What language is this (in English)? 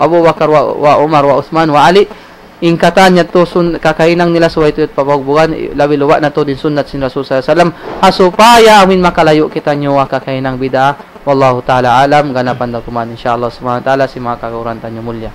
Tausug